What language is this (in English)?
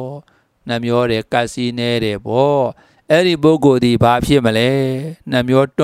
Burmese